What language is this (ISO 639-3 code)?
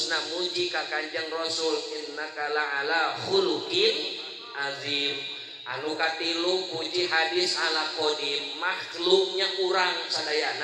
sun